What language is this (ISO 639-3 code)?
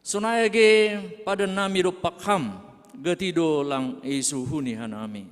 bts